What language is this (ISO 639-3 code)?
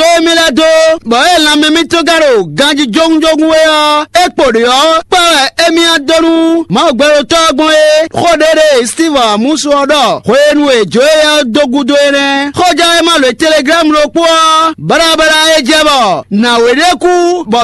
fon